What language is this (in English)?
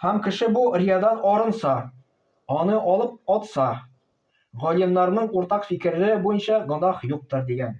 Tatar